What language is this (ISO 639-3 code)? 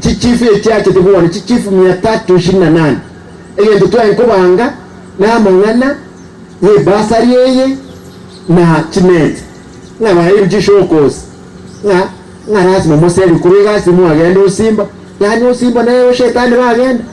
guz